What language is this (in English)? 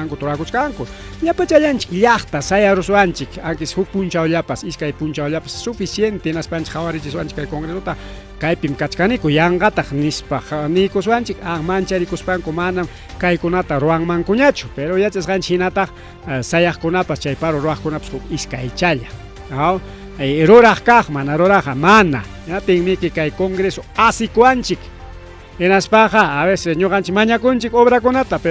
Ayacucho Quechua